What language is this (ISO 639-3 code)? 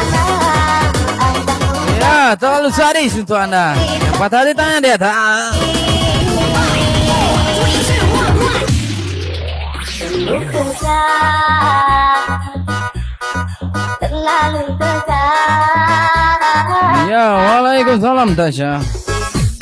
msa